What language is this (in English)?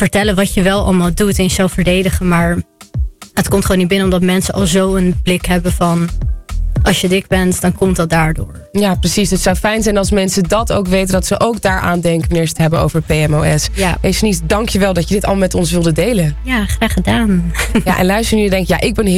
Dutch